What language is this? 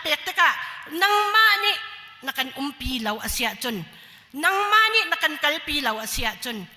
Hakha Chin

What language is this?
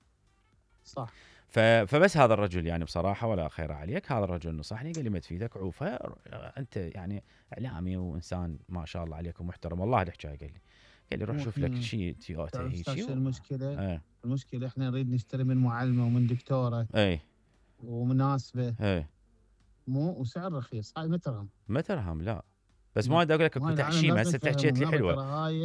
Mesopotamian Arabic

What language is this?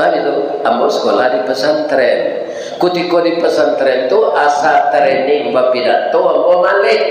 Minangkabau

